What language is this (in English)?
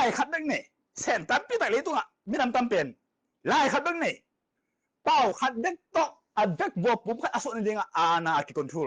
Tedim Chin